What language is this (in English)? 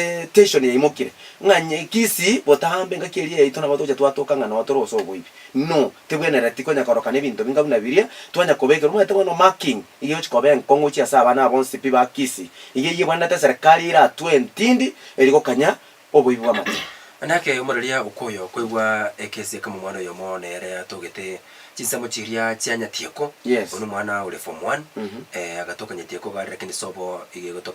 Gusii